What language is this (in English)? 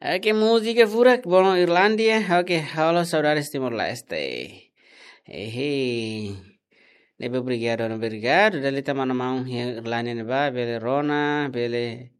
Tetum